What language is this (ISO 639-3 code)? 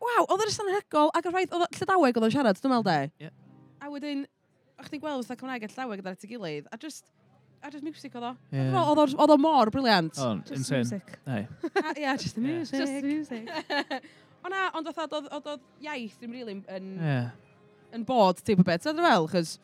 cym